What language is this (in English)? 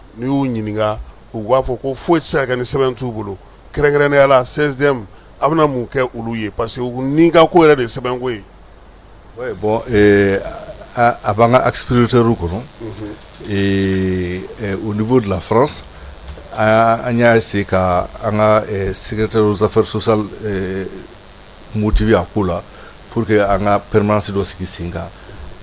Bambara